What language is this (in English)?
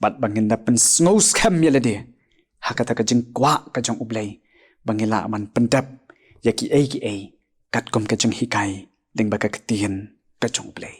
Khasi